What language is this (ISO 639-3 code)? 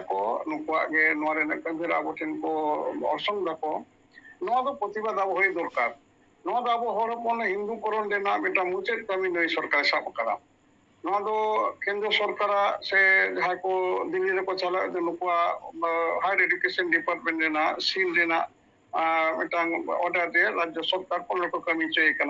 sat